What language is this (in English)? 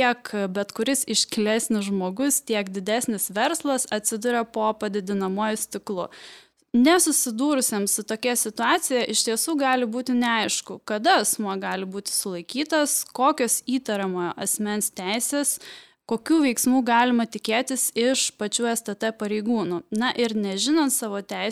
Lithuanian